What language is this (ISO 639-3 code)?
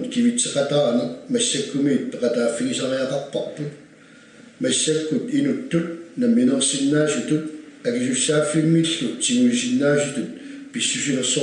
kal